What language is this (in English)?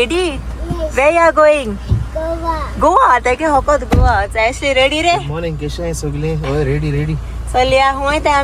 Konkani